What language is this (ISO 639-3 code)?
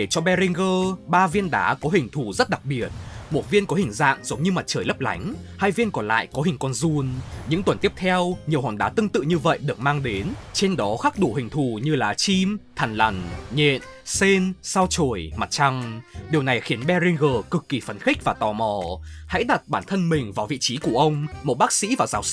vie